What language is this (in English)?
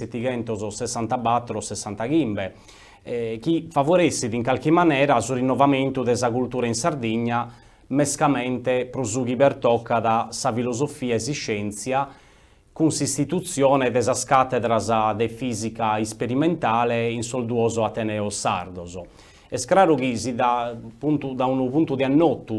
Sardinian